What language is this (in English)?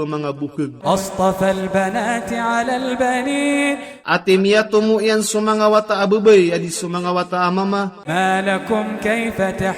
Maranao